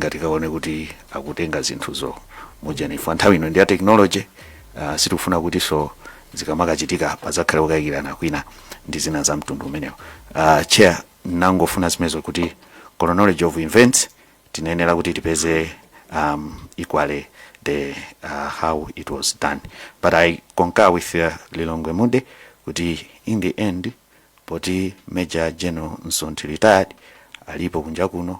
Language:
Nyanja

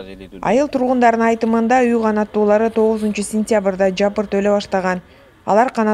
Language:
Kyrgyz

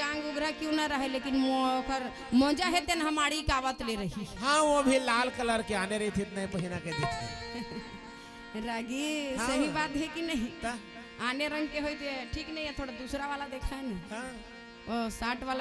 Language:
Chhattisgarhi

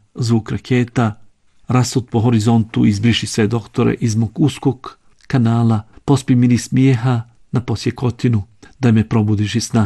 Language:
Bosnian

